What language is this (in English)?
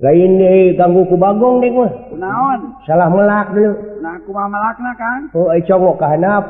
Sundanese